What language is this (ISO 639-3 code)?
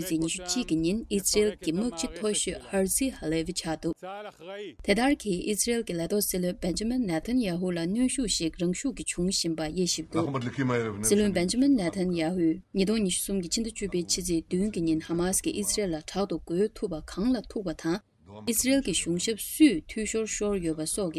bod